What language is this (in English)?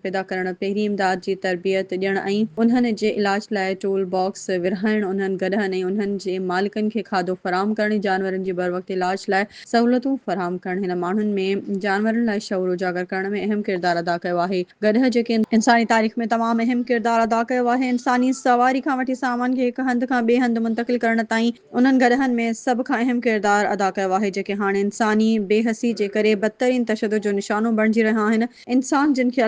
Sindhi